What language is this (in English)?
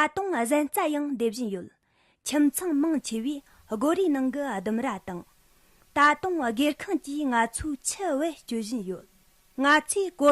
Tibetan